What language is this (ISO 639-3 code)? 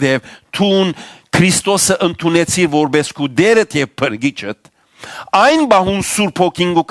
hyw